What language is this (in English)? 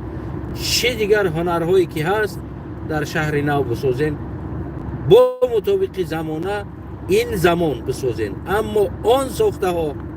Tajik